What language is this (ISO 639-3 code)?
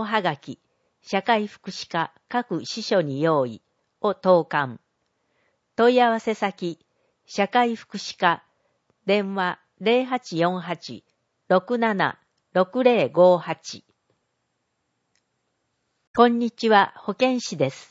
jpn